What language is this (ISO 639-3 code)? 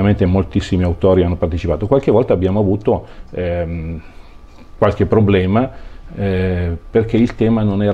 ita